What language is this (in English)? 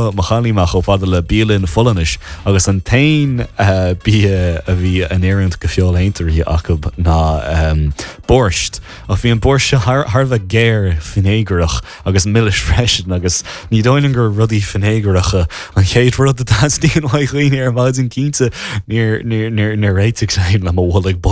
Irish